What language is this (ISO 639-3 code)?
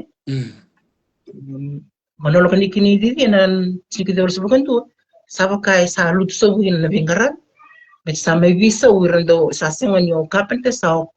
fij